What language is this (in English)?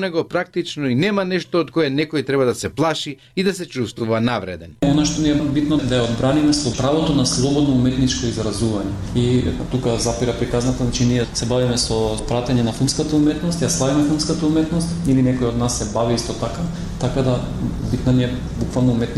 Macedonian